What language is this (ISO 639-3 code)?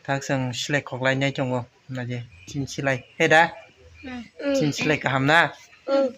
trp